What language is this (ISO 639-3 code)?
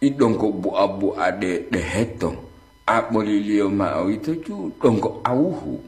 gor